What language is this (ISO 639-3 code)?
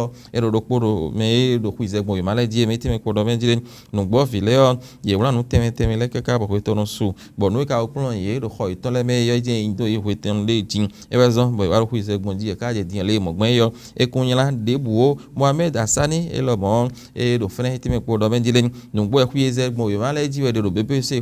fon